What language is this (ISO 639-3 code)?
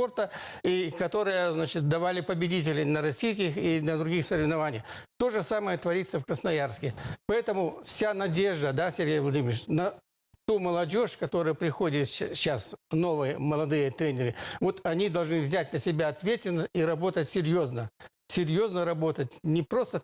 kjh